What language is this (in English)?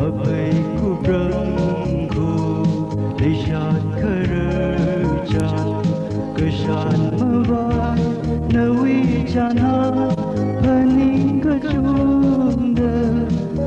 Tangkhul Naga (India)